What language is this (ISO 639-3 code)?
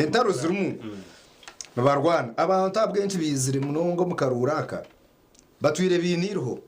nyn